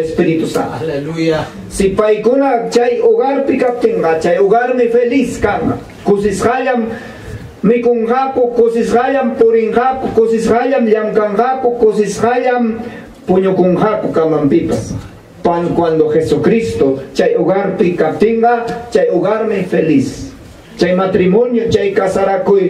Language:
Ayacucho Quechua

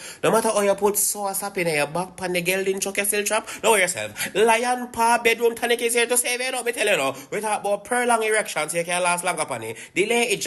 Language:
Jamaican Creole English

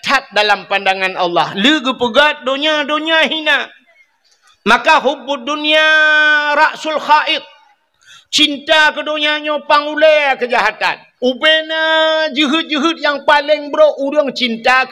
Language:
Achinese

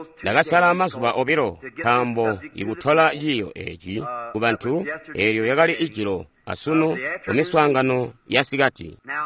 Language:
Tonga (Zambia)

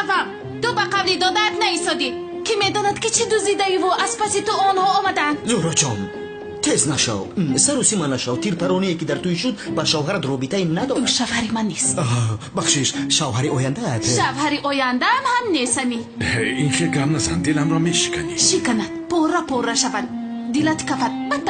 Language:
Tajik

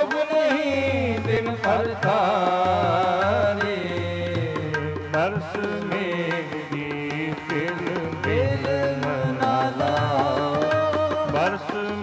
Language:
Punjabi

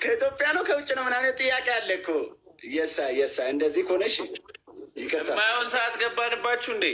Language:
Amharic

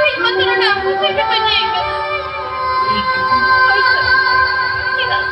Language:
Santali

